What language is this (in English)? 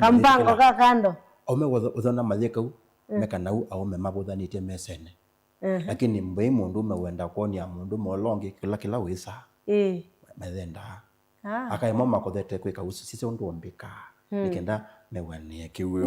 Kamba